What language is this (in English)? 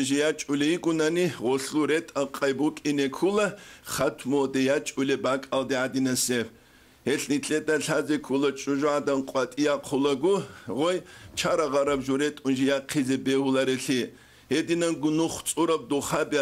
Avaric